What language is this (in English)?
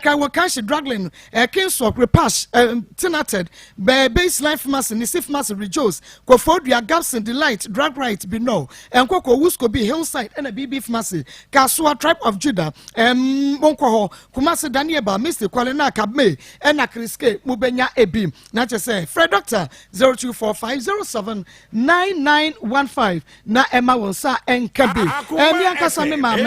Akan